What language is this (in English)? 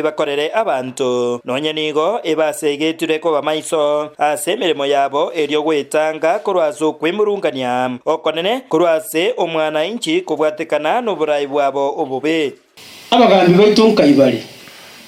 Gusii